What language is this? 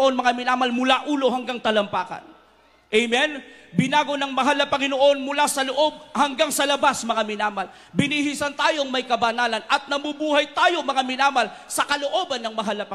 Filipino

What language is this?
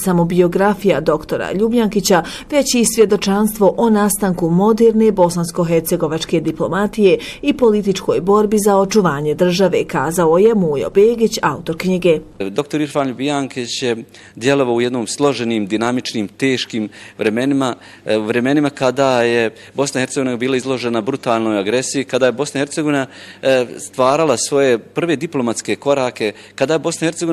Bosnian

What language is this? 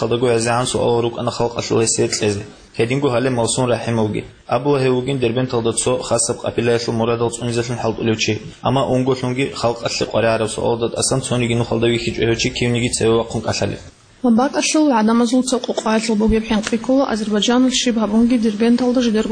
Avaric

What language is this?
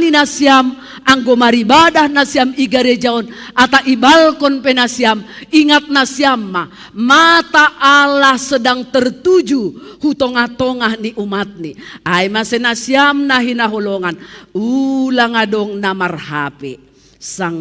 Batak Simalungun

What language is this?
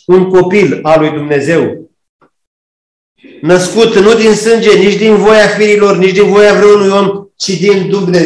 Romanian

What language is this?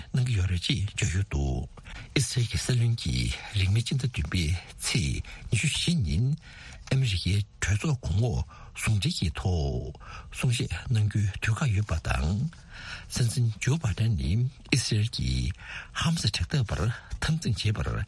Tibetan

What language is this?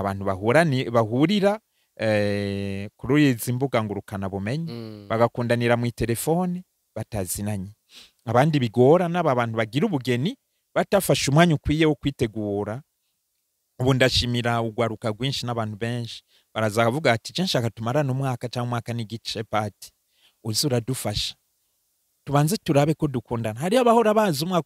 Rundi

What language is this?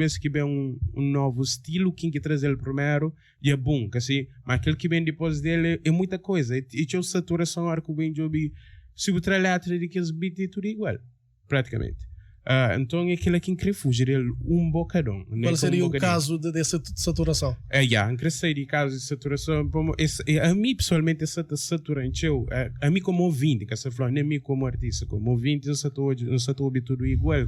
Kabuverdianu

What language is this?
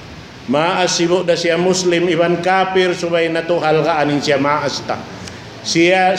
Tausug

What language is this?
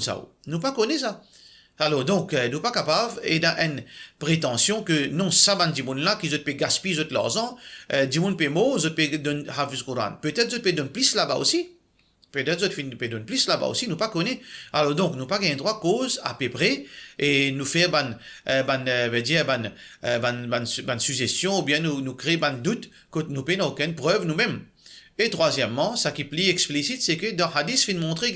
Morisyen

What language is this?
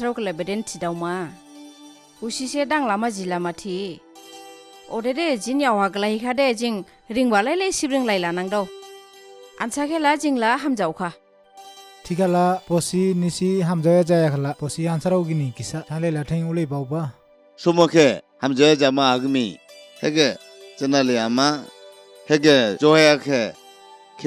Dimasa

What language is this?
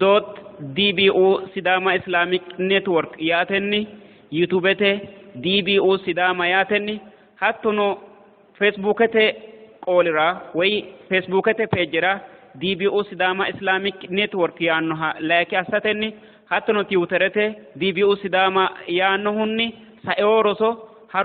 Sidamo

